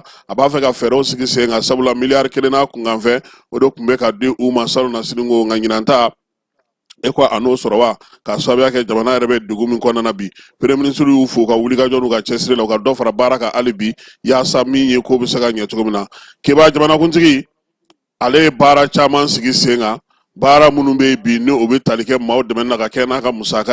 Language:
Bambara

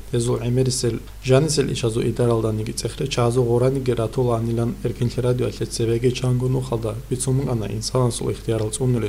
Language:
Avaric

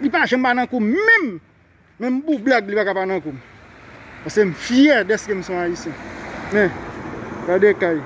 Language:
Haitian Creole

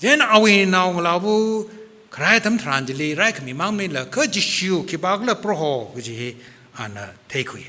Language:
Tangkhul Naga (India)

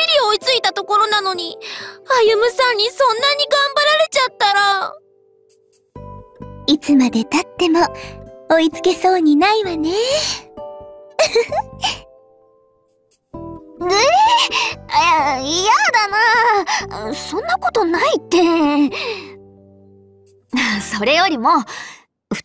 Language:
Japanese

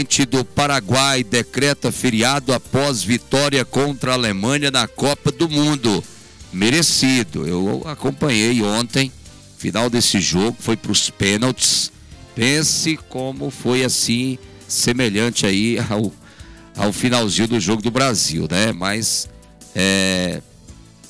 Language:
Portuguese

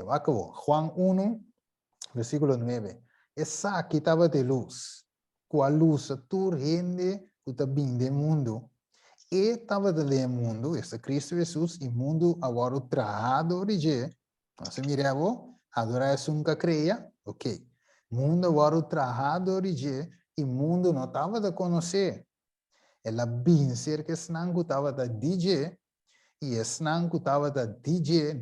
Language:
Papiamento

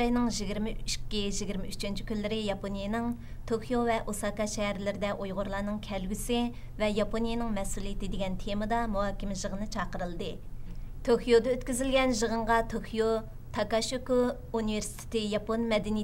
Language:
Uyghur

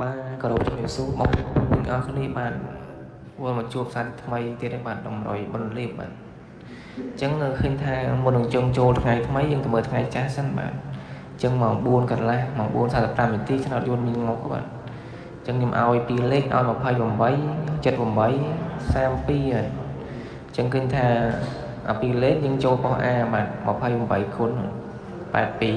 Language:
Khmer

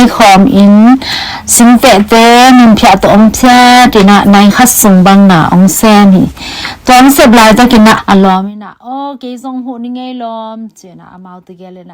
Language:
Tedim Chin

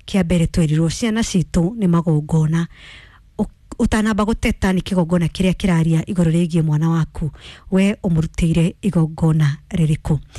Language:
Kikuyu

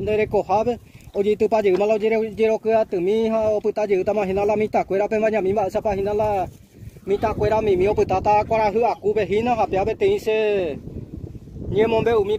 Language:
Guarani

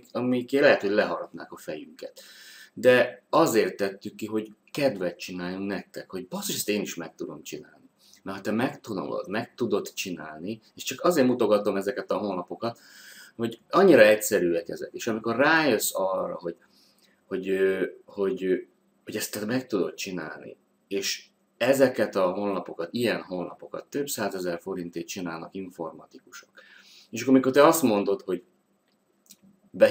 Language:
Hungarian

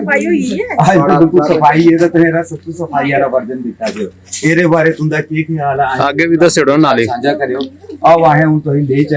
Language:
Dogri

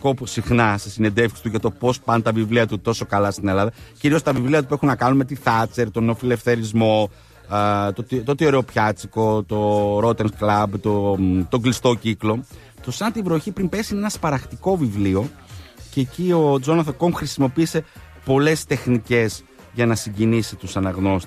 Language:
Greek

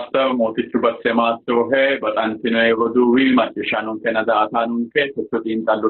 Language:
Sidamo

